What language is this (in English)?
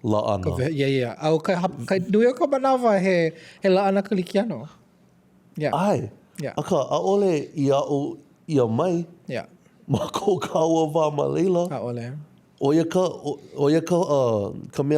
Hawaiian